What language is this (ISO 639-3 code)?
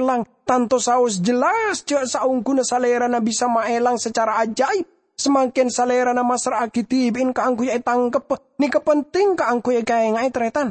mad